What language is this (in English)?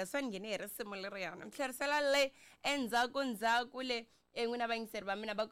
Tsonga